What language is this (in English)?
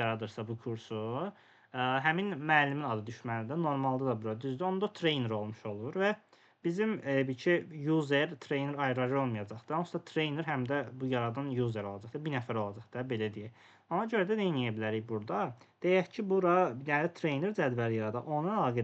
Azerbaijani